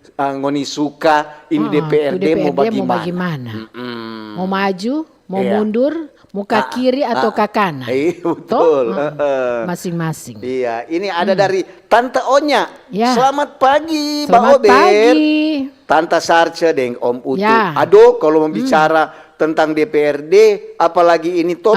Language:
Manado Malay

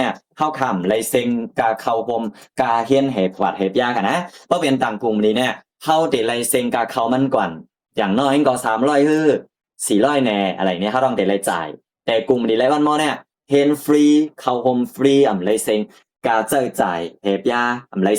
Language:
Shan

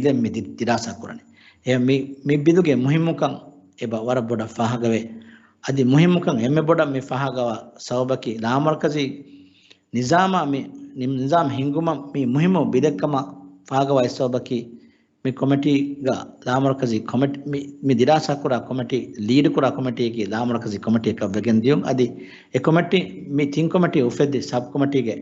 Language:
Divehi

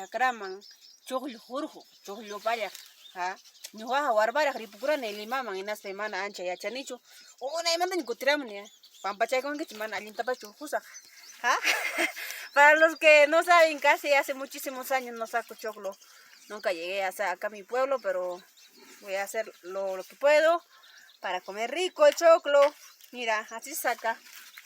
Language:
Ayacucho Quechua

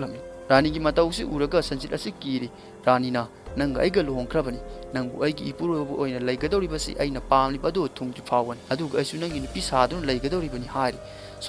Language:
Manipuri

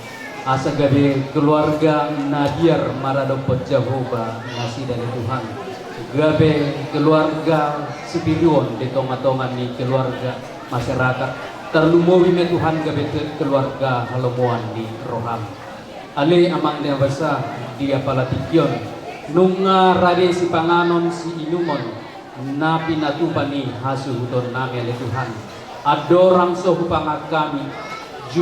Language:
Batak Toba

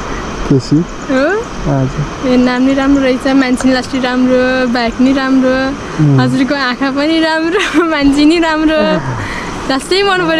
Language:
Nepali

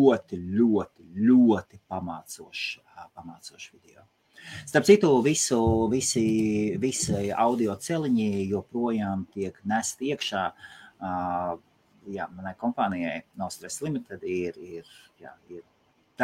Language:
Latvian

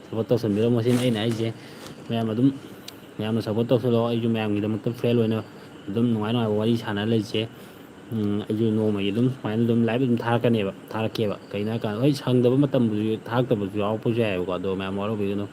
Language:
Manipuri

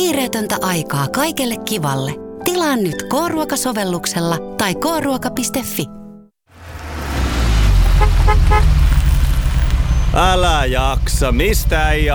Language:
Finnish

